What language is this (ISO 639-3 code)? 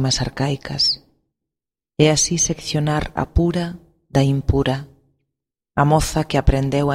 glg